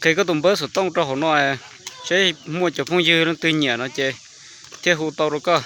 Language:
Hmong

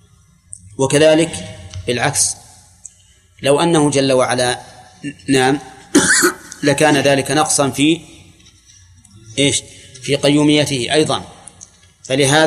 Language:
Arabic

